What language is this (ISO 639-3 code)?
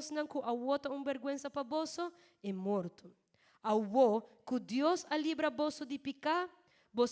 pap